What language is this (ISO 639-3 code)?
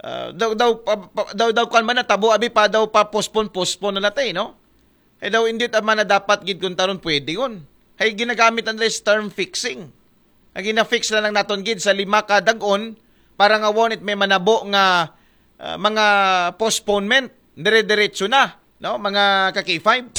akl